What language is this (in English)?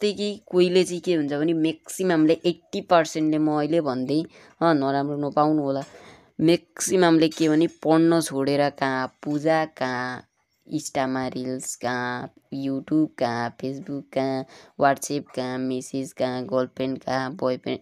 Nepali